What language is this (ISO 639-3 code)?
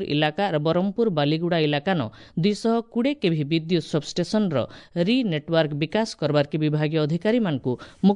ori